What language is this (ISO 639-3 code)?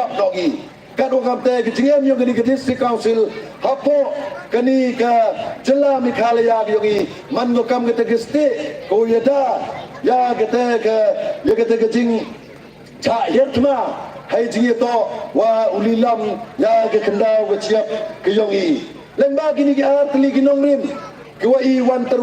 pbv